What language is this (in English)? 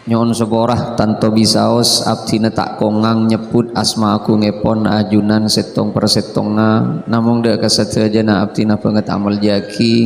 Madurese